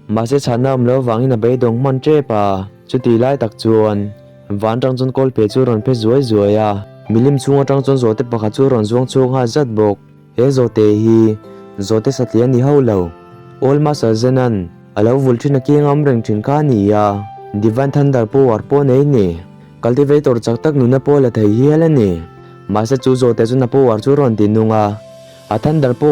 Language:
Mizo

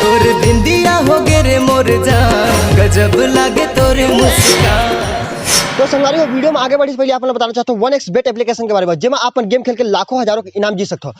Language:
Chhattisgarhi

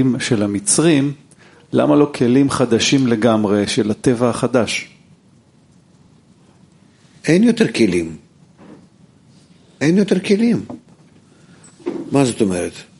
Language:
Hebrew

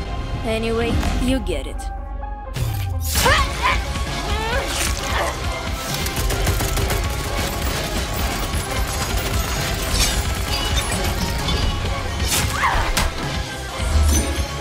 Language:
Russian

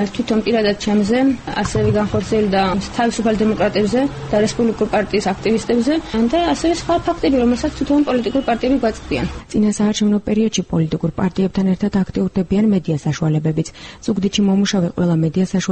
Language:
Georgian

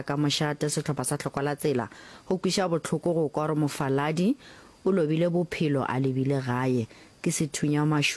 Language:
Northern Sotho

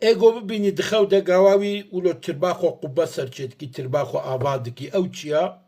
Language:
Kurdish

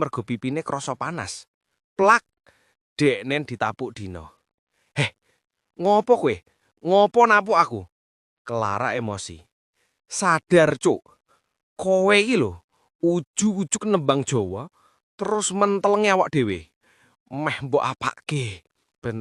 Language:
Javanese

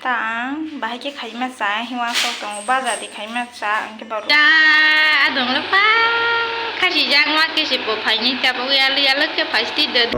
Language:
Kok Borok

